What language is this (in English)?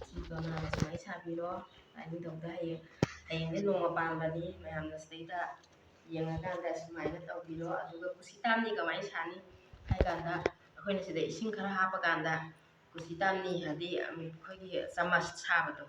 Manipuri